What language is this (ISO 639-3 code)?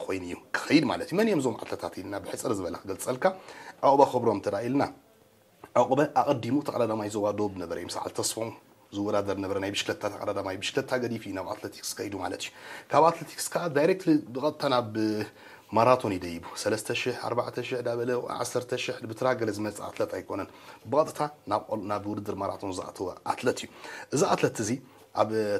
tir